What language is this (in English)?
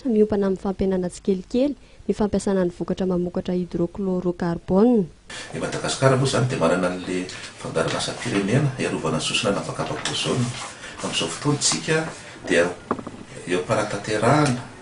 Malagasy